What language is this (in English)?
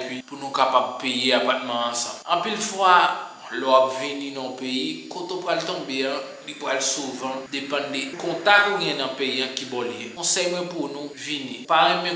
Haitian Creole